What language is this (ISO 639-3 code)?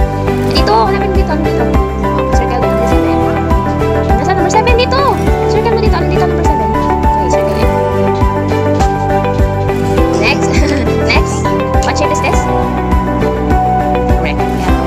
fil